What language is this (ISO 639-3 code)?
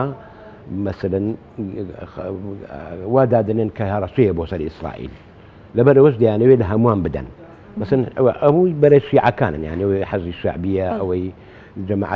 ckb